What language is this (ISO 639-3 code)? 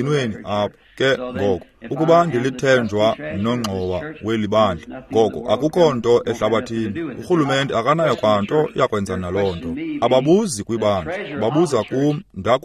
xho